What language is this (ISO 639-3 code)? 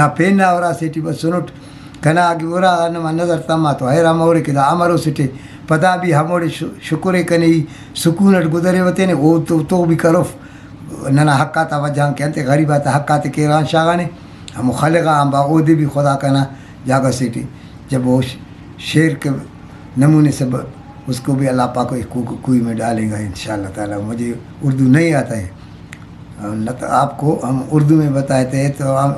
brh